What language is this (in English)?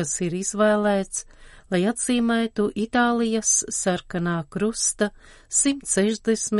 Latvian